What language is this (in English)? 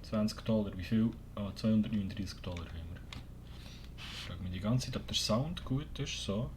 Swiss German